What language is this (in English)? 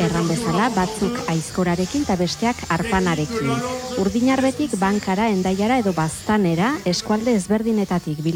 Basque